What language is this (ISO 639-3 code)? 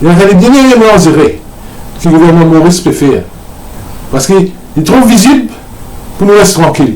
mfe